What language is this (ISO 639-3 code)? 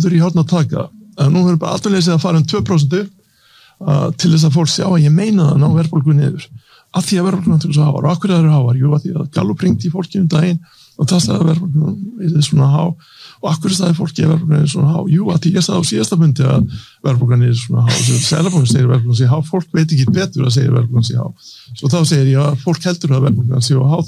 isl